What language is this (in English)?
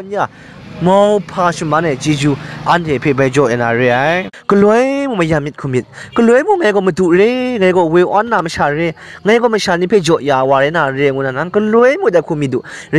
Kachin